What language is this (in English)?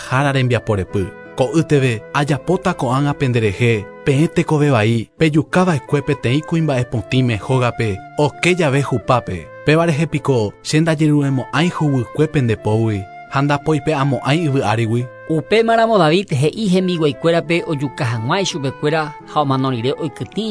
Guarani